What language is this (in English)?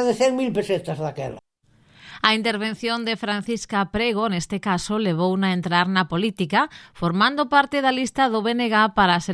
Galician